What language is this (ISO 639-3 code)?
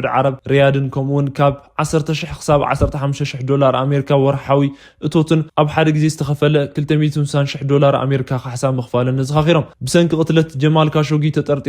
tir